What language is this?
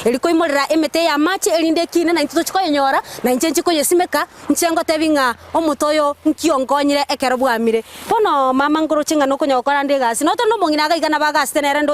Gusii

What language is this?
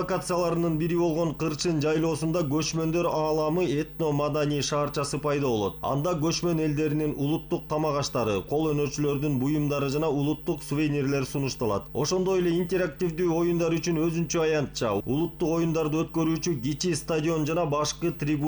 Kyrgyz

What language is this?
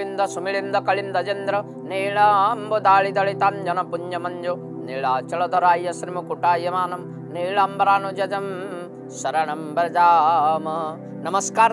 Odia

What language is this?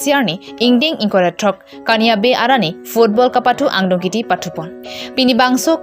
Karbi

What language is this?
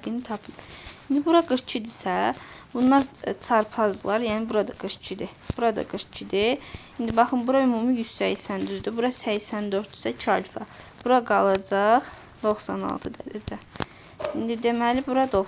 Azerbaijani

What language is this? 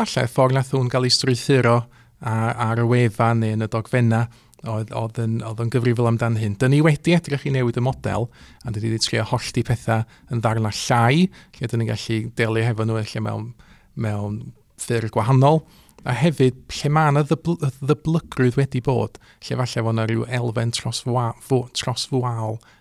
Welsh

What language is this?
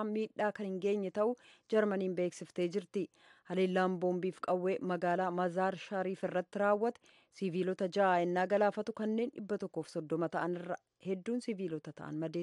Oromo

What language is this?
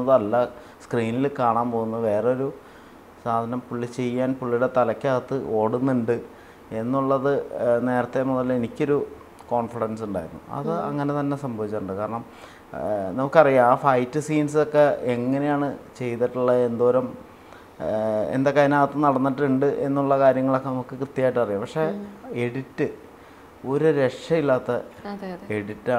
Malayalam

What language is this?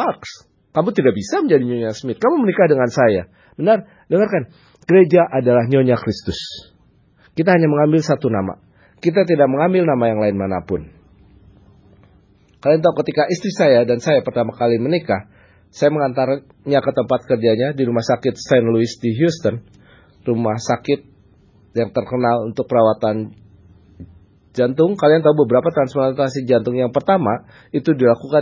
Indonesian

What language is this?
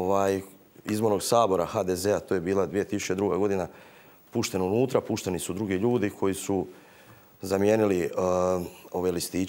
Croatian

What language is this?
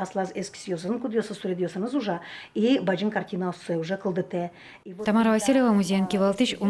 Udmurt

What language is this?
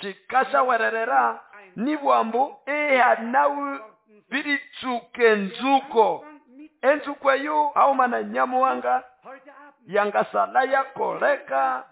Nande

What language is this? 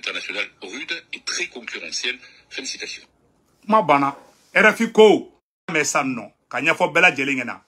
Bambara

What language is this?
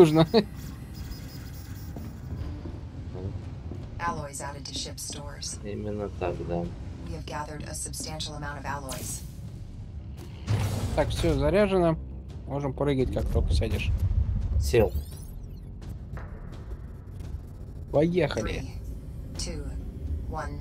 Russian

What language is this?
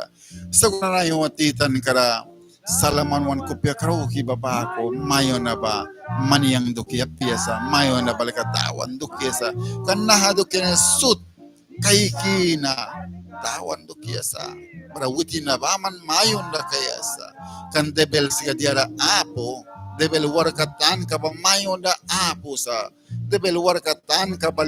Mískito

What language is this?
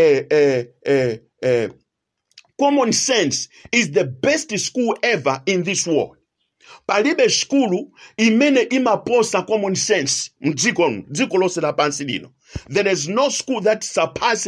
Nyanja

